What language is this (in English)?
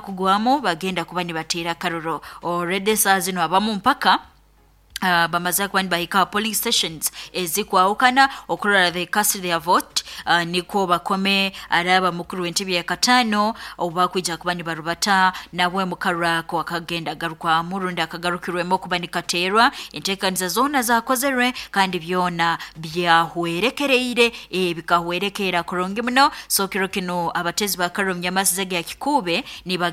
Nyoro